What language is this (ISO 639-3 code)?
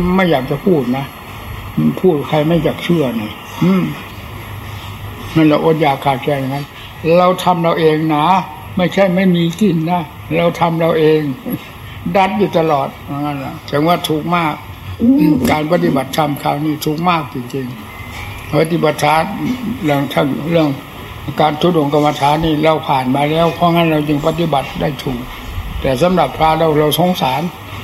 tha